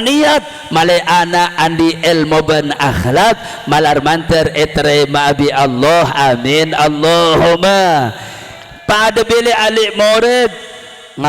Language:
Madurese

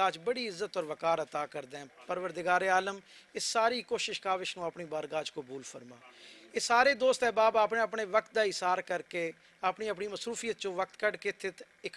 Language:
Western Panjabi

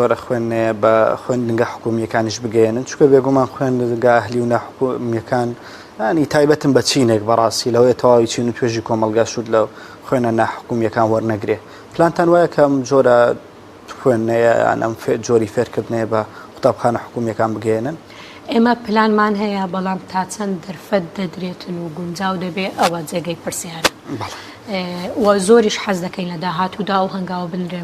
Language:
Central Kurdish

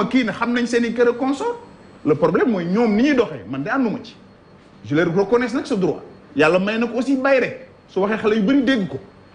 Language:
Wolof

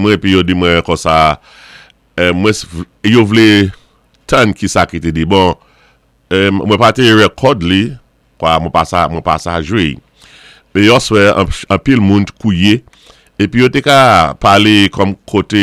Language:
Saint Lucian Creole French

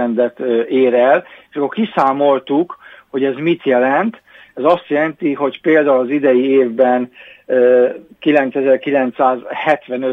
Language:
Hungarian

